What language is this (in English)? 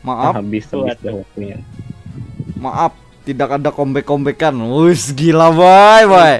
Banjar